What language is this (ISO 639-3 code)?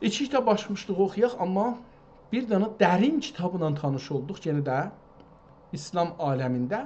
azb